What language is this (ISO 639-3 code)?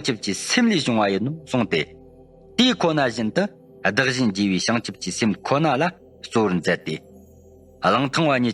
bod